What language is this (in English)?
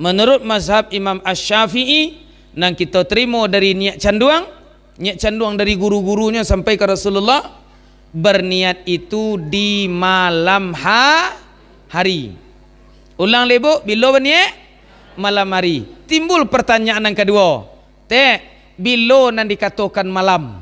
Minangkabau